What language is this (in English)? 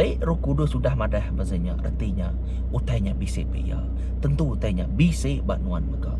Iban